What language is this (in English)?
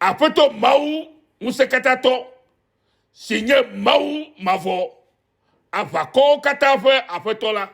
Ewe